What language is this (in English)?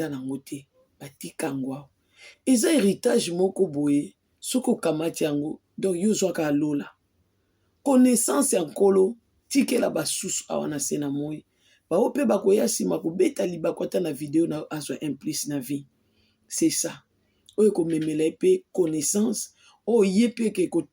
Lingala